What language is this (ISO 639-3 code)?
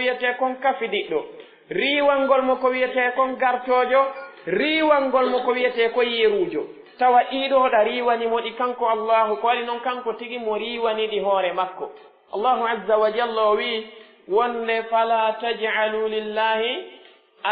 fuf